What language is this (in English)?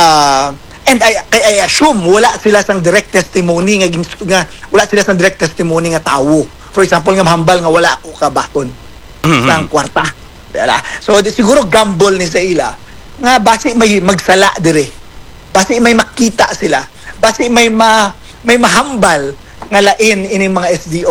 Hiligaynon